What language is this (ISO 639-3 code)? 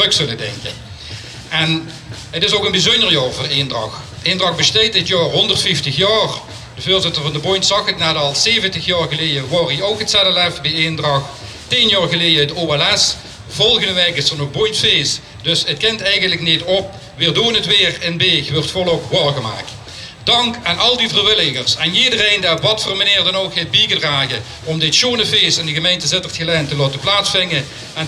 lim